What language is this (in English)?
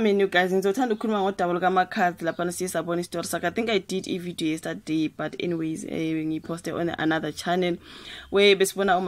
Zulu